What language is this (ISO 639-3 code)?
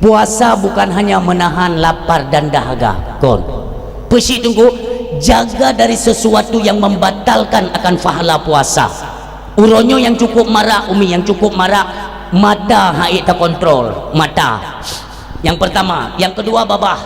ace